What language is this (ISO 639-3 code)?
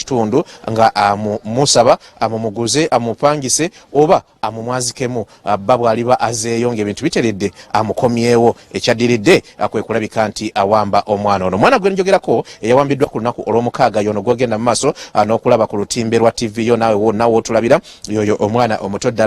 lug